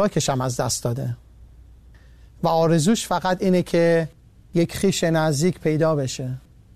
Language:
Persian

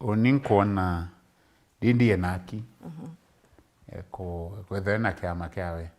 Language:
Meru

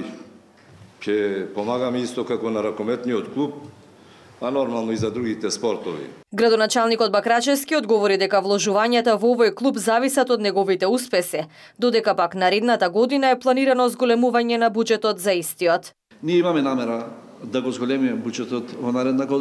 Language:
Macedonian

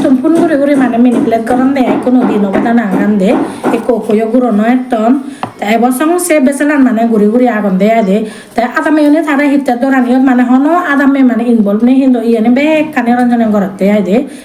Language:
Chakma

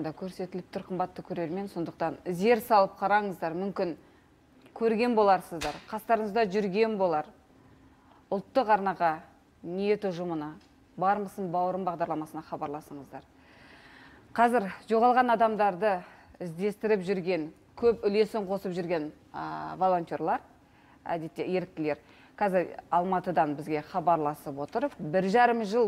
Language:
Kazakh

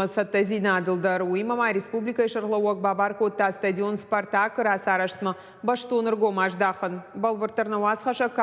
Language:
Ossetic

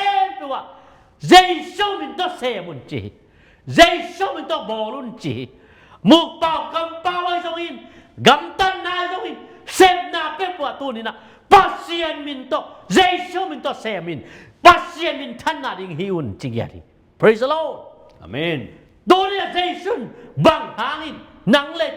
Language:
Tedim Chin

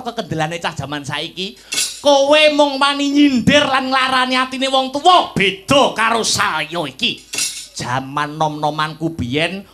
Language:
Javanese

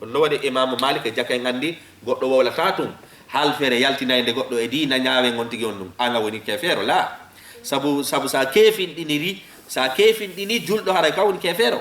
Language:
Fula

